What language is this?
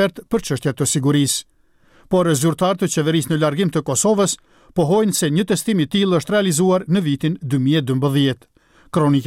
Albanian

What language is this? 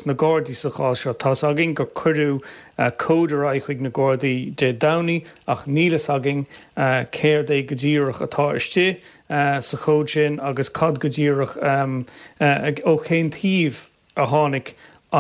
Irish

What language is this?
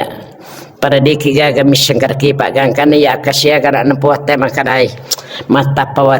Buginese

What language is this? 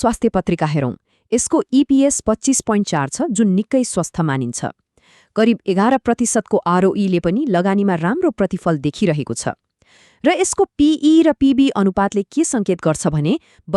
Nepali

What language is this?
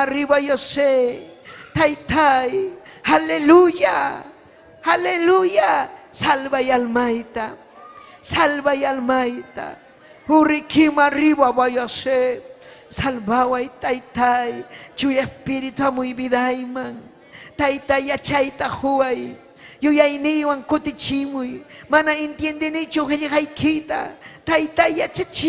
Ayacucho Quechua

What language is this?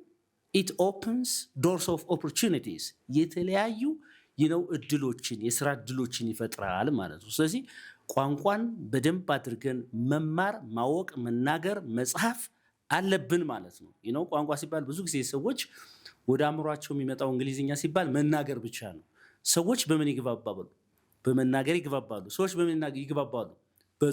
Amharic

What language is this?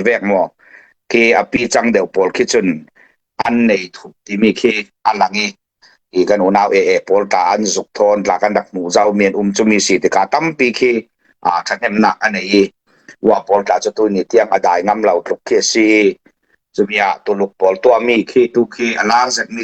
Falam Chin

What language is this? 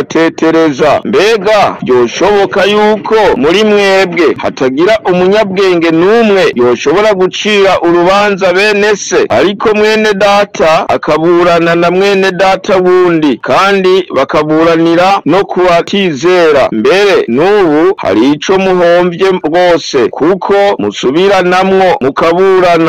Rundi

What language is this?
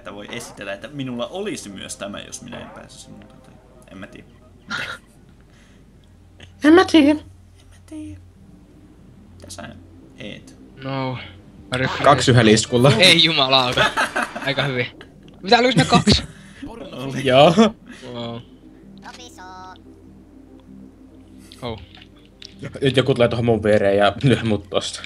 Finnish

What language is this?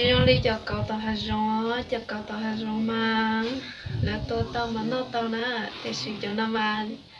Hmong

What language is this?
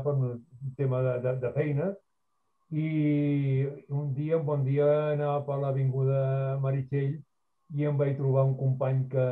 Catalan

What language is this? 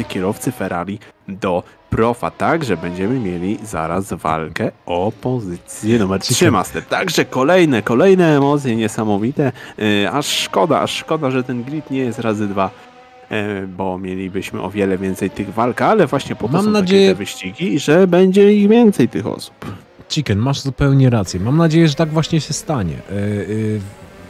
Polish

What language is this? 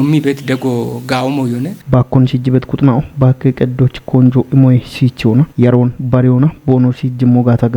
Kafa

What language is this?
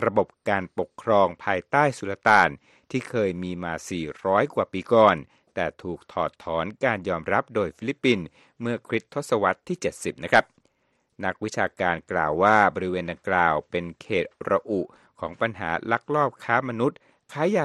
Thai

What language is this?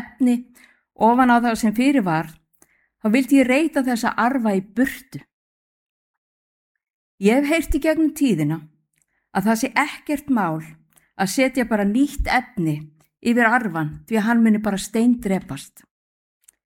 Icelandic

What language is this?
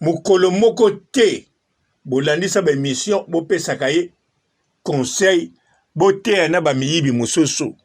Lingala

